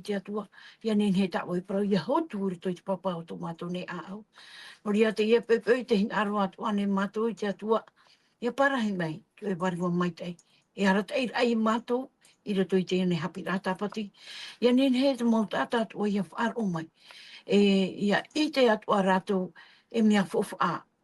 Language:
Tahitian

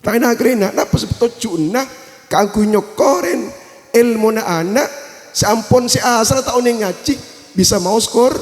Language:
Madurese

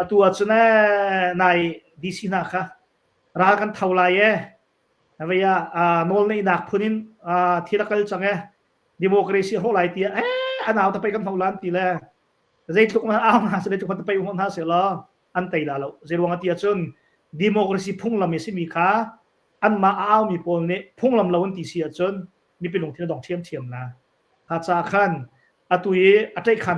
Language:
Hakha Chin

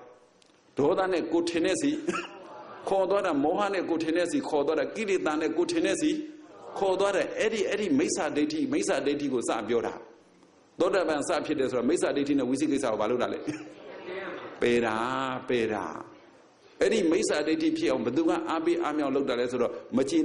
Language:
Burmese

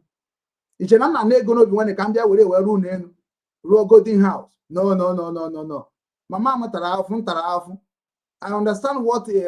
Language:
Igbo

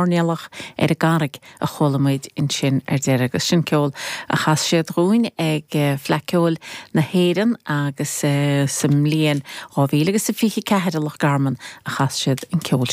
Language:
Irish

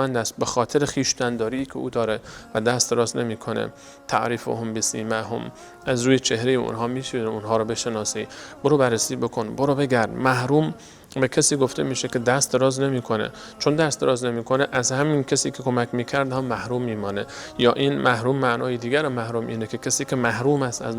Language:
Persian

